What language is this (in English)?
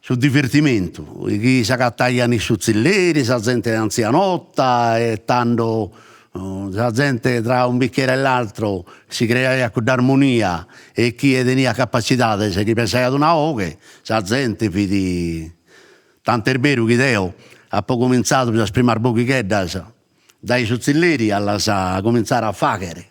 Sardinian